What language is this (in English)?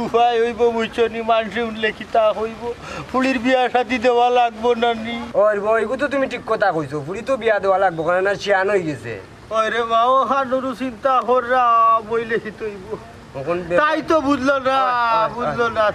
Sylheti